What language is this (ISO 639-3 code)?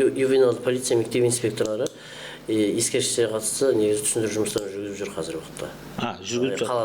kaz